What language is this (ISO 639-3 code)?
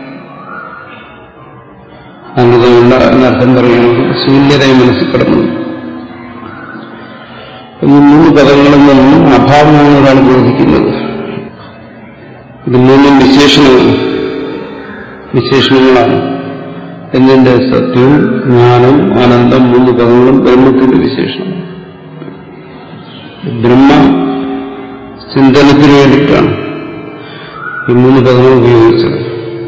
mal